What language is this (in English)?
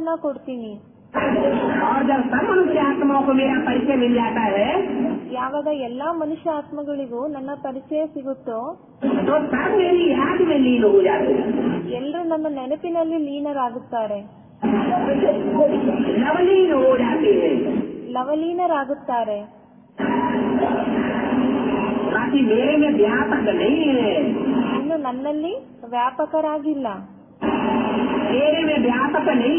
Kannada